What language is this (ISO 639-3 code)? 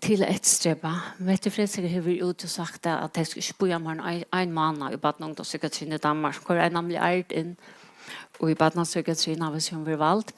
fao